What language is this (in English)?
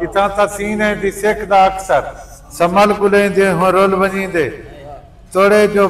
Saraiki